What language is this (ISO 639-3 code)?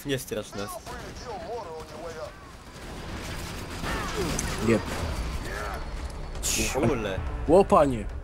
pol